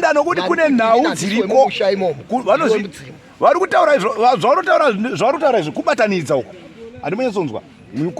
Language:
Shona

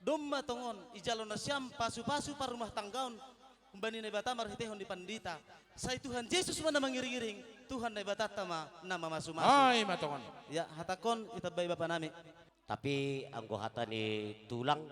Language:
Batak Simalungun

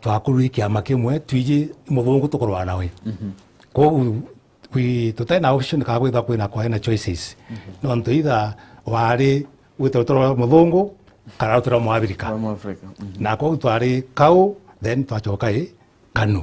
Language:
Meru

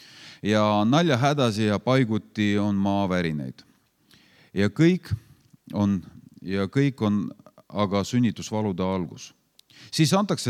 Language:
Estonian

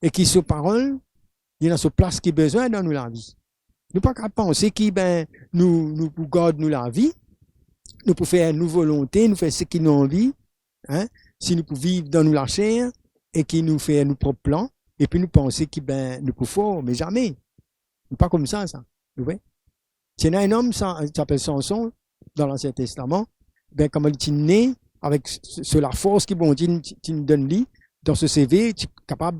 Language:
Morisyen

